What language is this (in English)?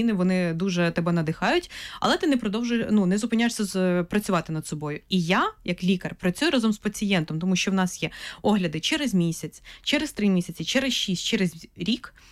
Ukrainian